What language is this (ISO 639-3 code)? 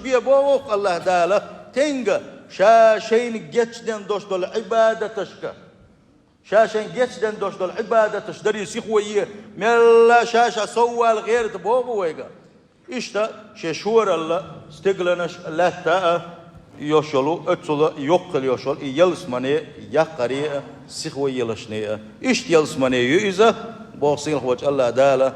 che